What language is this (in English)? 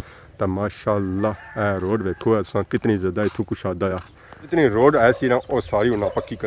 Pahari-Potwari